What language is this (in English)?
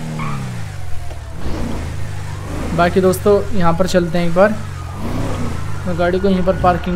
Hindi